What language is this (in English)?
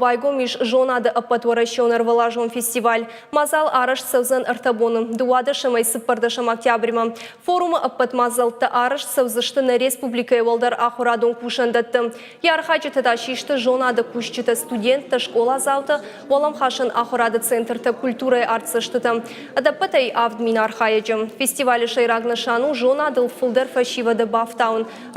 Ossetic